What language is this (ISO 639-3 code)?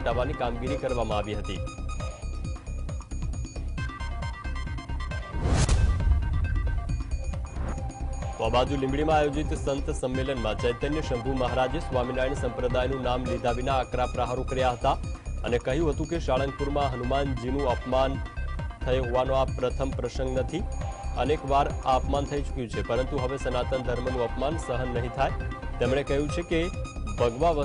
guj